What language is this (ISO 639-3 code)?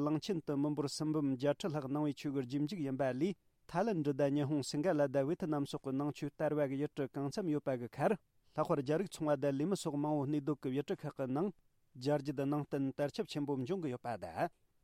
bod